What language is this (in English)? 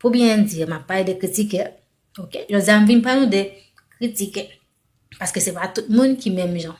Haitian Creole